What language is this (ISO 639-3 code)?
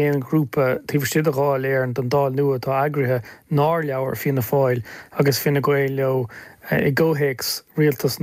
gle